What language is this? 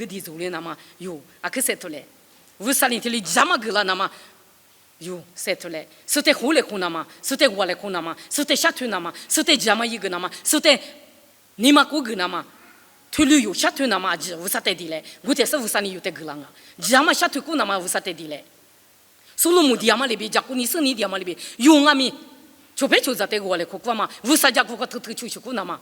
Lisu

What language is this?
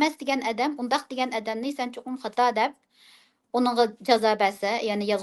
Uyghur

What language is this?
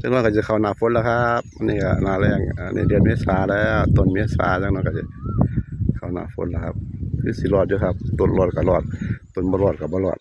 Northeastern Thai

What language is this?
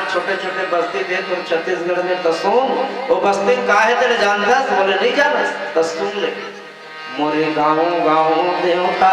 Chhattisgarhi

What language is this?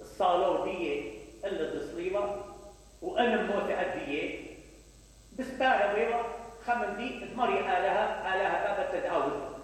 Mesopotamian Arabic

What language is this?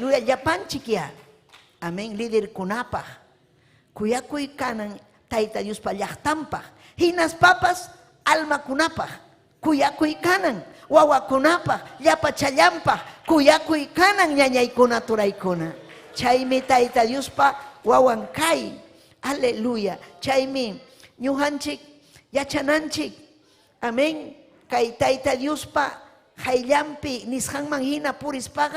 Ayacucho Quechua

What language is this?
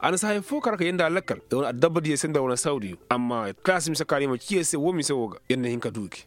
Koyraboro Senni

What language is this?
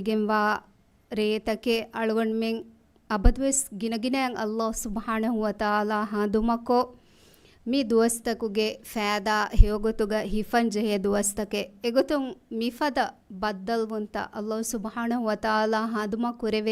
Divehi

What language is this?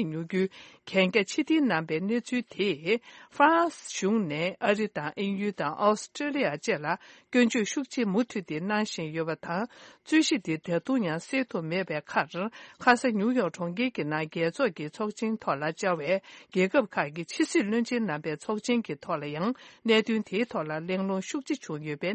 Tibetan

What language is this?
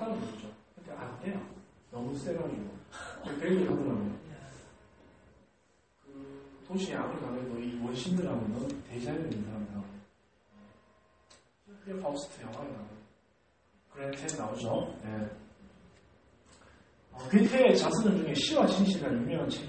Korean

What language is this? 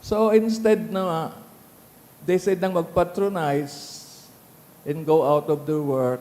Bikol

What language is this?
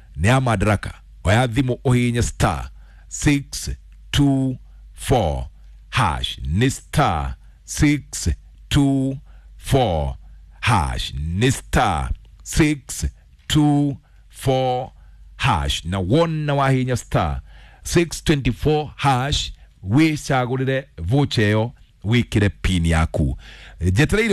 Kikuyu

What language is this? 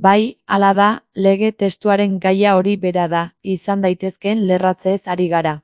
Basque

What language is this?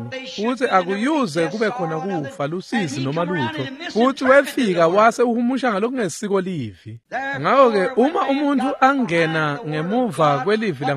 Swati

